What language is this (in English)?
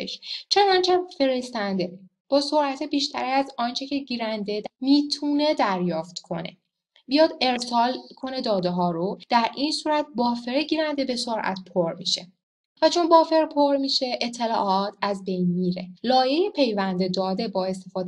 Persian